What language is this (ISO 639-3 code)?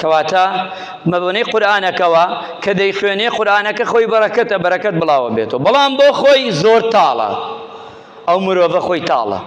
ckb